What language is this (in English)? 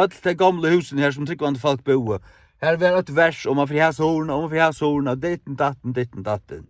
Faroese